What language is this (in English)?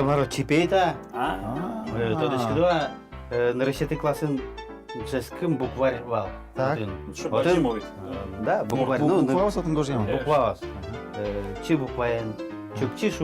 Udmurt